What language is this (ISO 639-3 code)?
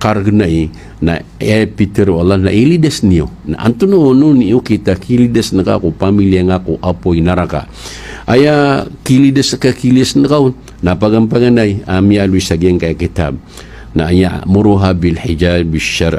mrw